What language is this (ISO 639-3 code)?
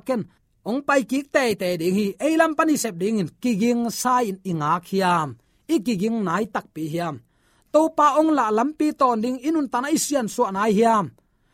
ctd